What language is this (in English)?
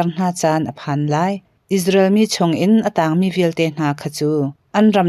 Hakha Chin